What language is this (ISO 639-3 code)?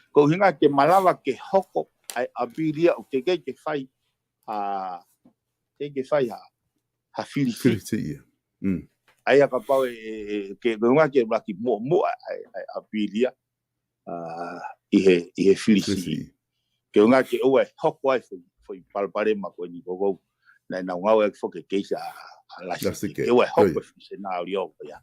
ton